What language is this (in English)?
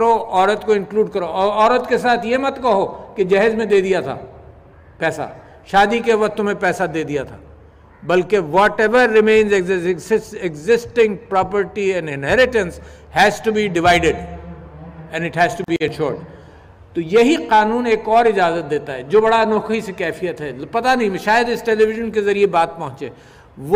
Urdu